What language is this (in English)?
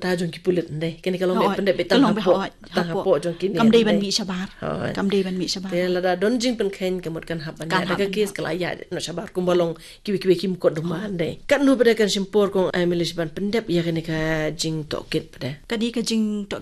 Khasi